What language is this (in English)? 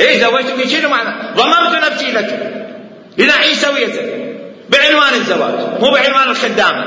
Mesopotamian Arabic